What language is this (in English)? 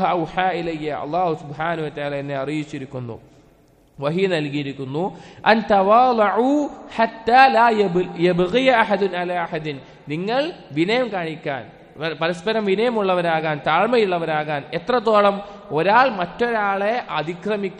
Malayalam